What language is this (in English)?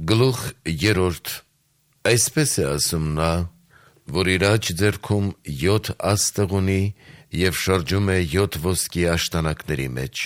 Armenian